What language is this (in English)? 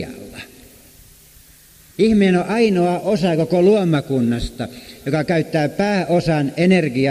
Finnish